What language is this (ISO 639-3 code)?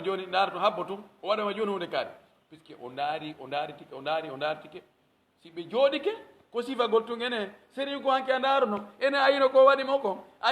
fuf